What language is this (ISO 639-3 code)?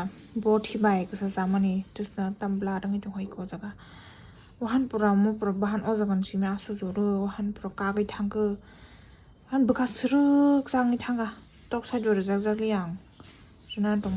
trp